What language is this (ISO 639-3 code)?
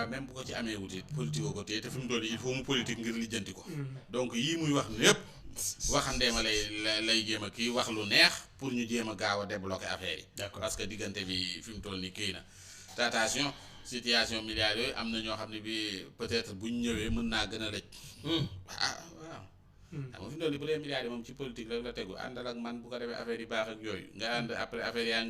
wol